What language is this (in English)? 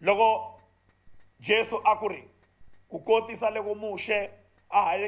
Tsonga